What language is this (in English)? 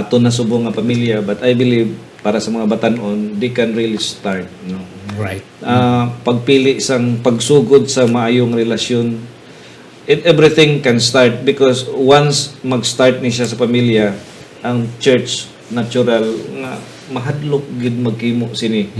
Hiligaynon